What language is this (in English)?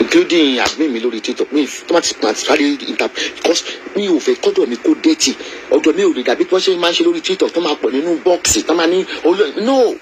Yoruba